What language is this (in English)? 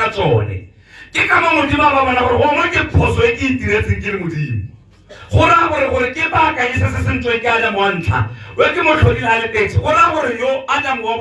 Tswana